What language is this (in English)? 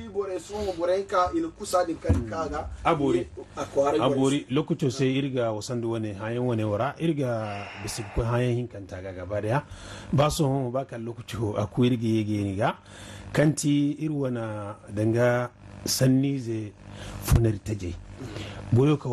Zarma